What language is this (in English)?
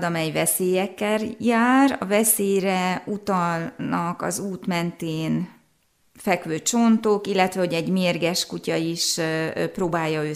Hungarian